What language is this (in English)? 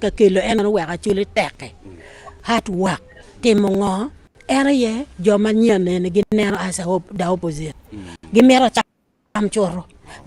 Acoli